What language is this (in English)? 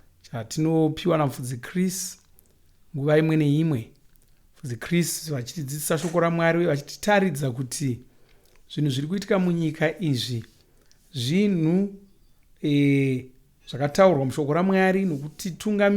Shona